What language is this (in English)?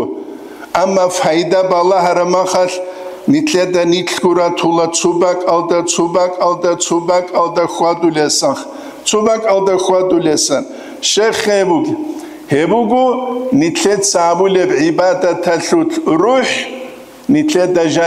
Avaric